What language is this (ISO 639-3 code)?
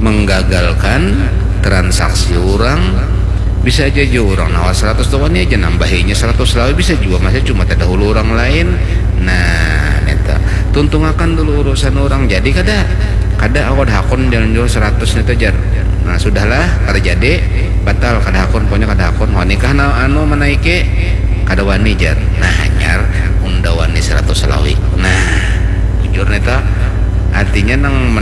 bjn